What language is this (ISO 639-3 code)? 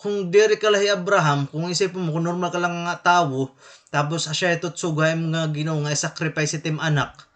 war